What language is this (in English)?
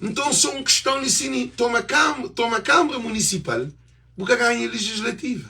Kabuverdianu